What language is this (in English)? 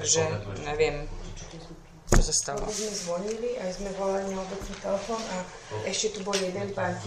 Slovak